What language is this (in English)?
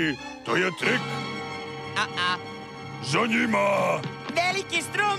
Serbian